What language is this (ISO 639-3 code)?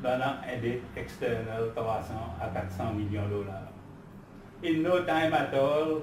crs